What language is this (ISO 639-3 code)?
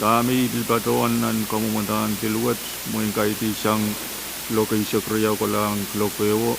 pon